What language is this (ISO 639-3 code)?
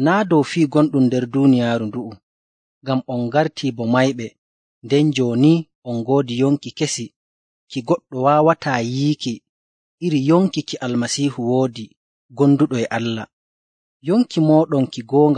fuv